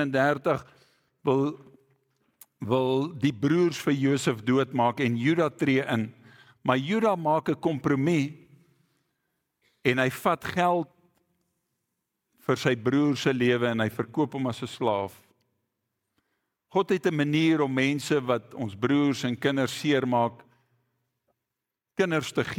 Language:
Afrikaans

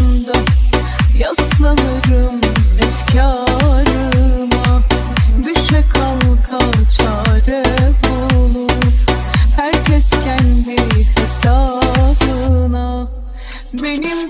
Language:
Turkish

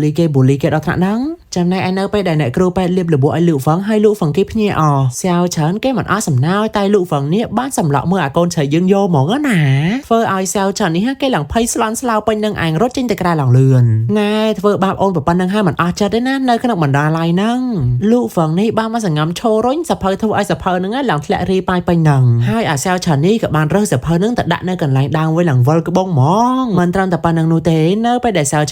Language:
Khmer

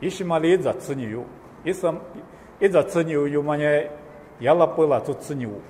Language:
Lisu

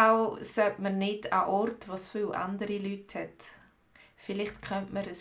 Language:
Swiss German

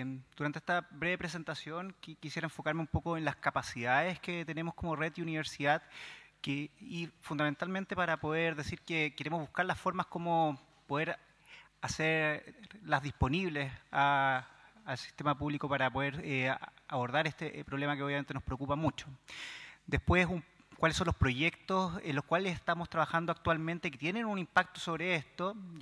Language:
Spanish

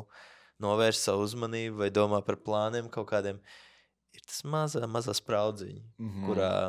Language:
Latvian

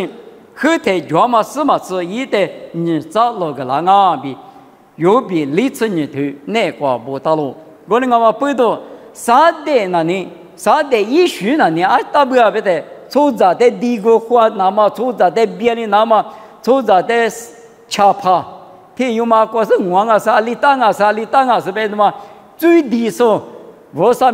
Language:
Lisu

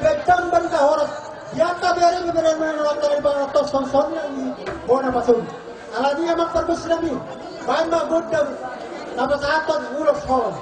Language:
Batak Toba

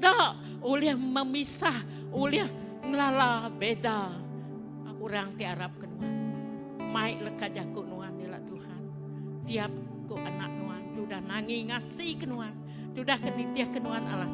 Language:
Iban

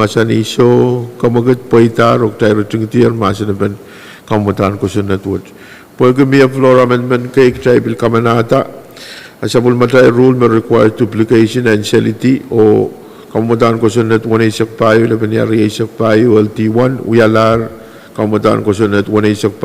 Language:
Pohnpeian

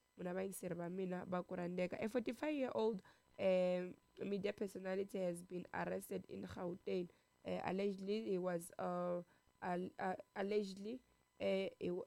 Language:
Tsonga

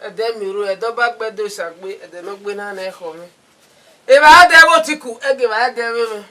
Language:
Bini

